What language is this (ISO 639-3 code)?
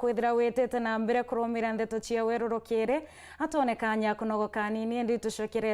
mer